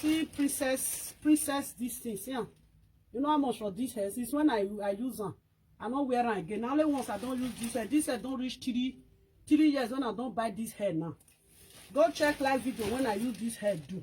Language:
Nigerian Pidgin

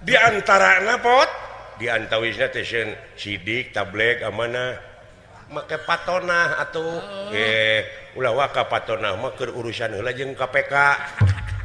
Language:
Sundanese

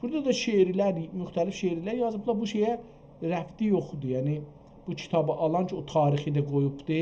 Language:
South Azerbaijani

